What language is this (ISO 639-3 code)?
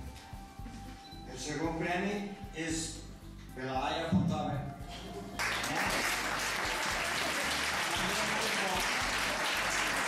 cat